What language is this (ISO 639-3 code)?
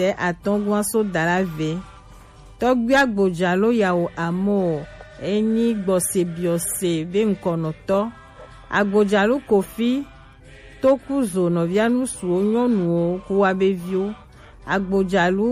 gej